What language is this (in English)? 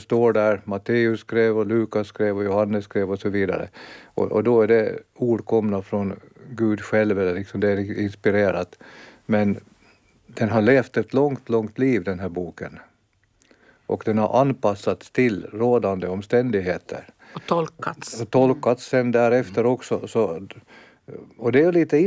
Swedish